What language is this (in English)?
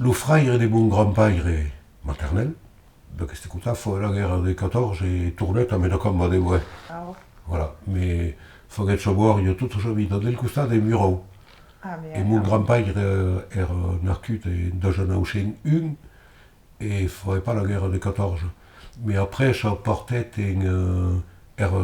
Occitan